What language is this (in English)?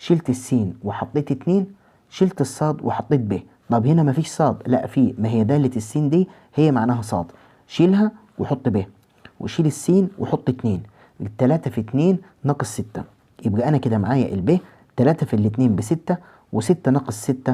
Egyptian Arabic